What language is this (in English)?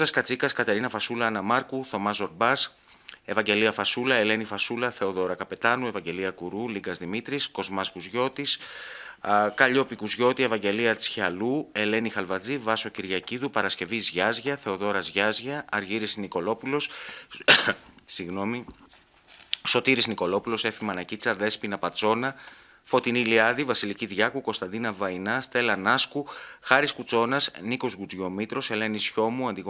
Greek